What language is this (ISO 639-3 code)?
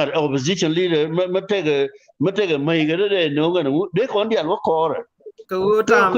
nus